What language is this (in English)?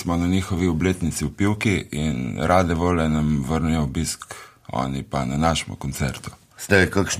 Slovenian